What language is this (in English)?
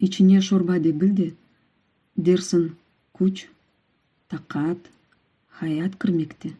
Crimean Tatar